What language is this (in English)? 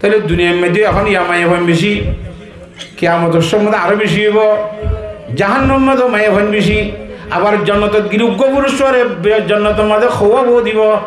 Rohingya